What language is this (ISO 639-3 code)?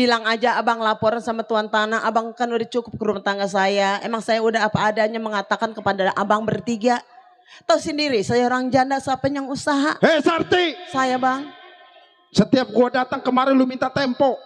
bew